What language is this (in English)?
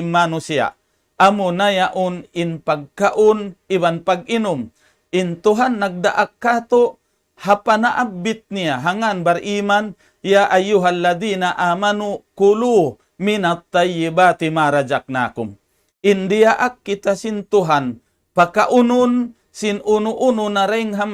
Tausug